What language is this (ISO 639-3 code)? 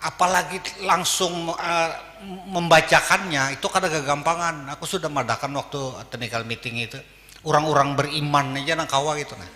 bjn